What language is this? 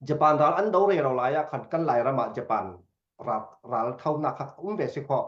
Falam Chin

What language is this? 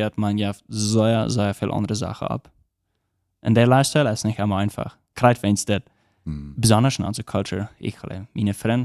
Plautdietsch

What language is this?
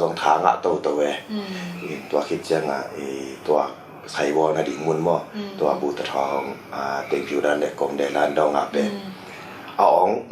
Tedim Chin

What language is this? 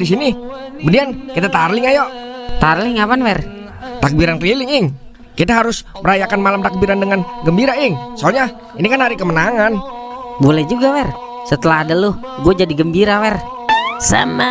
Betawi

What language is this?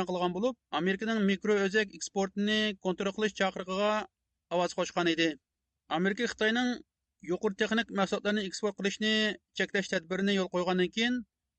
Uyghur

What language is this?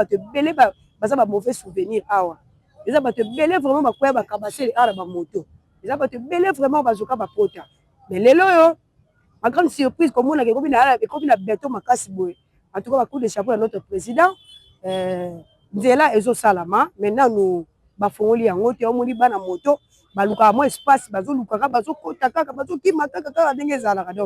Lingala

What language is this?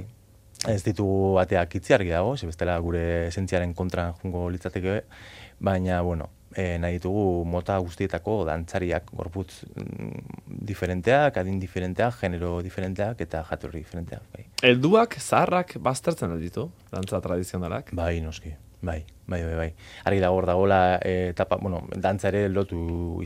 Basque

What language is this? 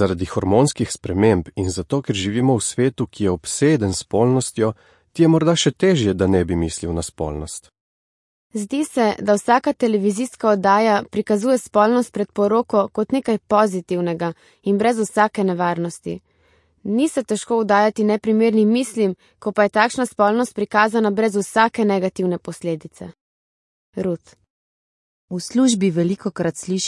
Slovenian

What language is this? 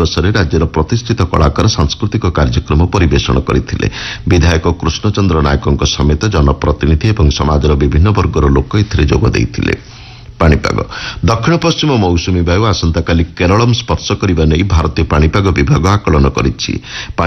Odia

